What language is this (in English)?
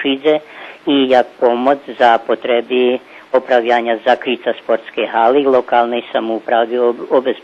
Rusyn